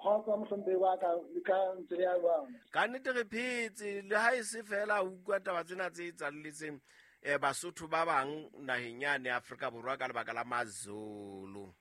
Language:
Southern Sotho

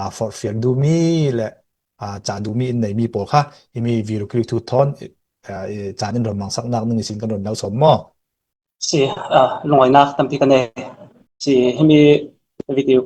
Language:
Falam Chin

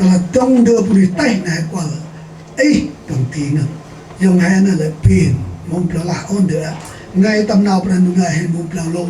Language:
Central Mnong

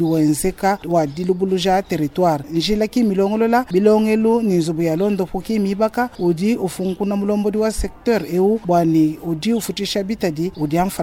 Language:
Luba-Lulua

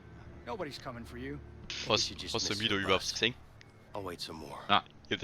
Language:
Bavarian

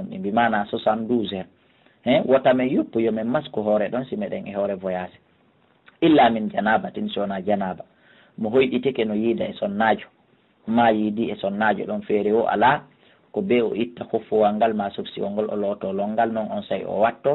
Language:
Fula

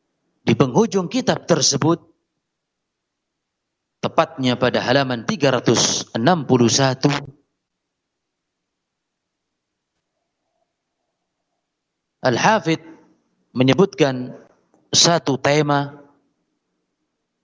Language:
Indonesian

